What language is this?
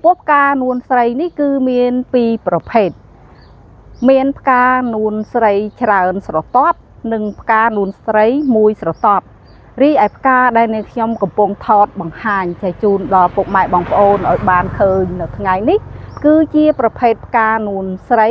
Khmer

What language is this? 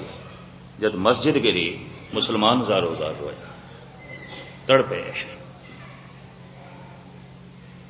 Punjabi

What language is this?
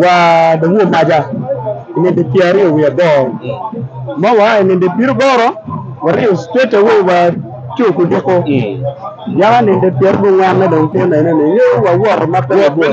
Acoli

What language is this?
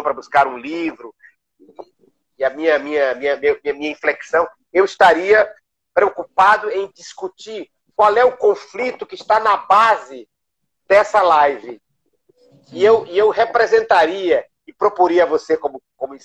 Portuguese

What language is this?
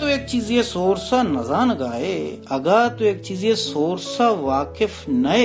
Baluchi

